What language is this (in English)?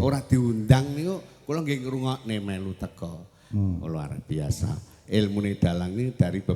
Javanese